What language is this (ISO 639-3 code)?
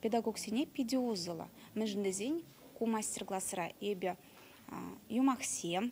chv